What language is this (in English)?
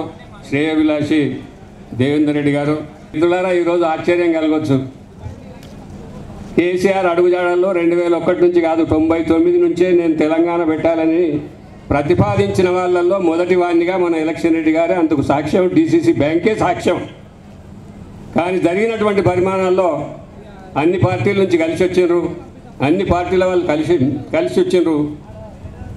Telugu